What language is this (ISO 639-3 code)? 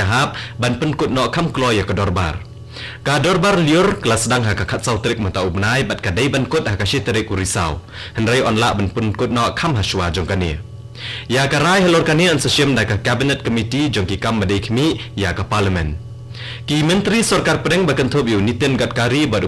kha